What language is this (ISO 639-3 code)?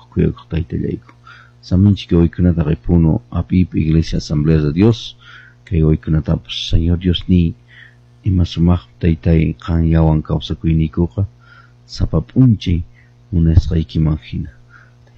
que